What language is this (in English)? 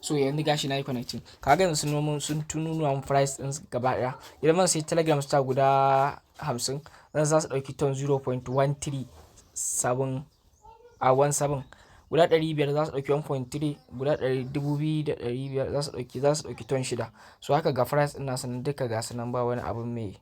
Hausa